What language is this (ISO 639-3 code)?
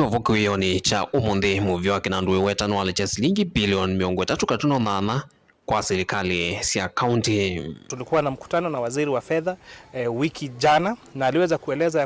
kam